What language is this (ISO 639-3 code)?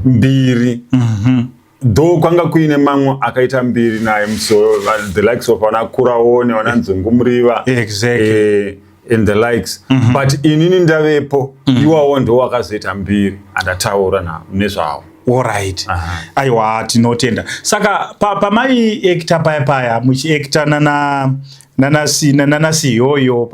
sna